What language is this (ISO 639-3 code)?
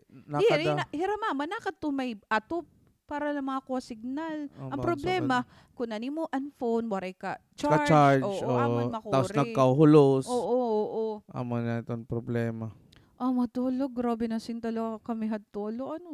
war